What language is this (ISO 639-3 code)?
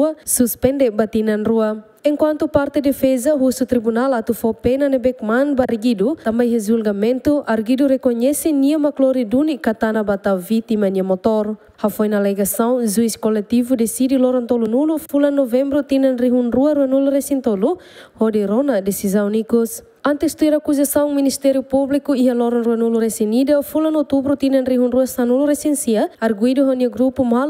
tet